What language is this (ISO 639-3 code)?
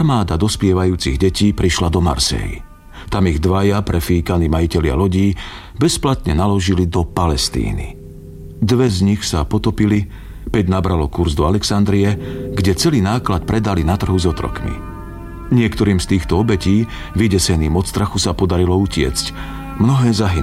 slk